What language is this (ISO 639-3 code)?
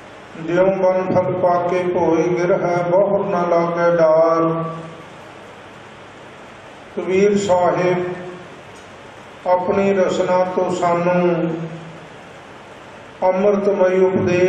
pan